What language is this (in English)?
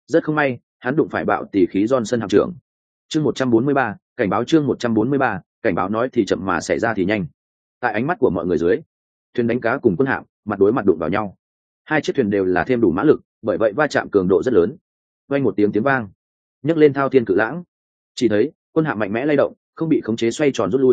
Vietnamese